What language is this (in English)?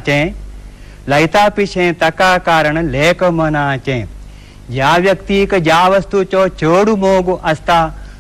Konkani